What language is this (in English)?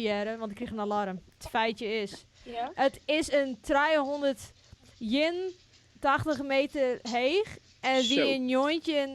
Western Frisian